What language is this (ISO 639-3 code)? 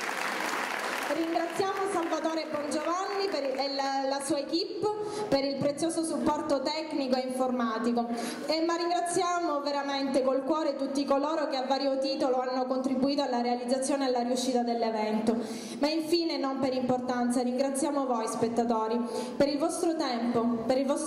ita